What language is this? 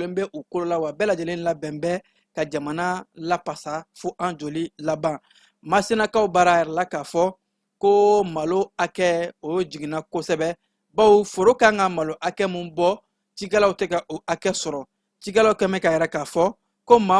Bambara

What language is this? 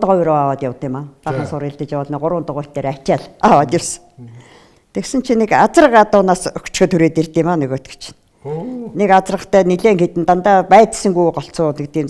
Mongolian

